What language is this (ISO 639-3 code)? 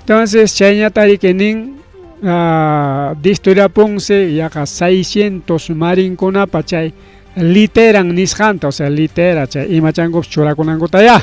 quy